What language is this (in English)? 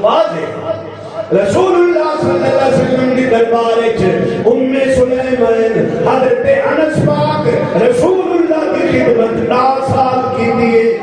Saraiki